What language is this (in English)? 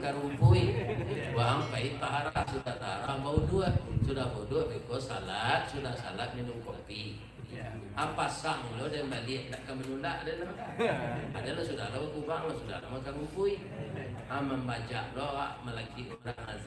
Minangkabau